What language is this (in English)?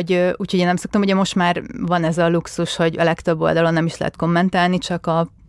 Hungarian